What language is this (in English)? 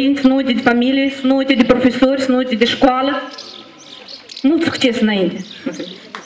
Romanian